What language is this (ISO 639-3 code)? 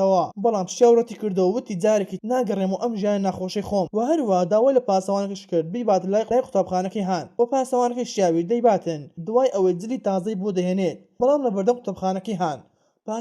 ckb